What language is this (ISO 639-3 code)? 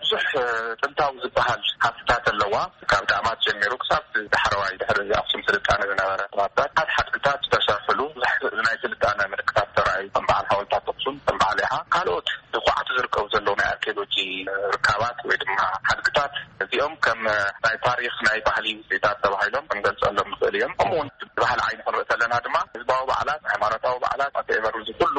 tir